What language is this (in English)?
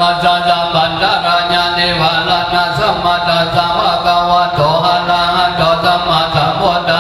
Pali